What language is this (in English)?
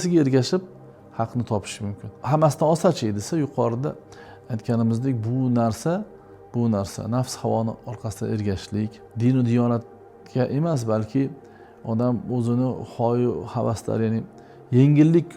Uzbek